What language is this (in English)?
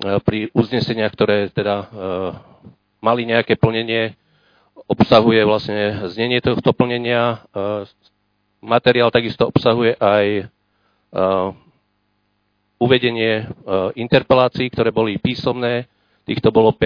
Slovak